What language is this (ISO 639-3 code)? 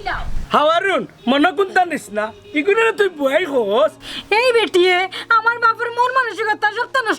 syl